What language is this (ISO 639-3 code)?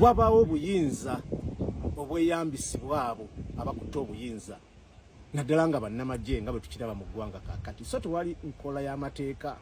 lug